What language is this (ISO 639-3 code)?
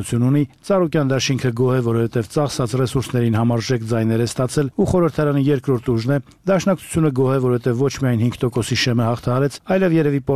hye